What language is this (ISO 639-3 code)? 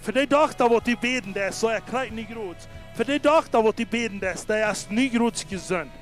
pdt